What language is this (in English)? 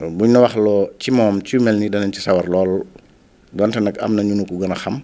Wolof